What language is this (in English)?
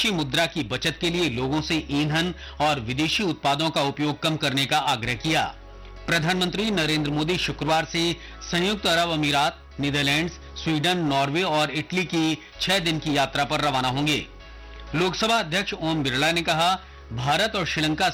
Hindi